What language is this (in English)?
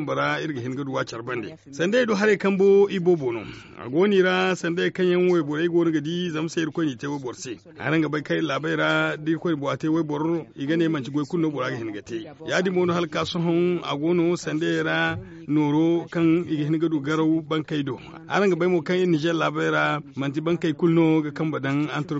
Zarma